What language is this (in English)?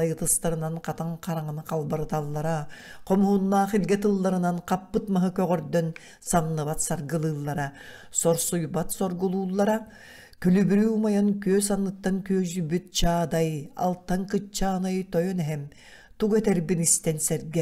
Yakut